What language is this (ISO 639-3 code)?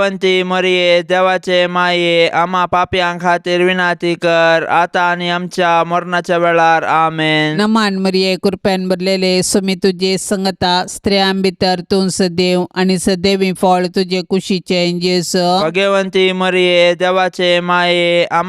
kok